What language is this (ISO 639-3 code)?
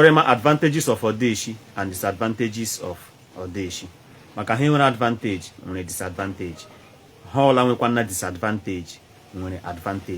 ibo